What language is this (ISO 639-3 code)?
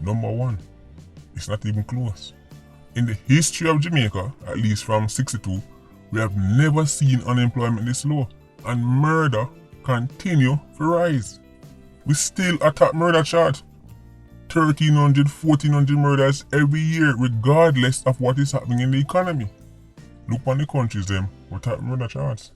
jam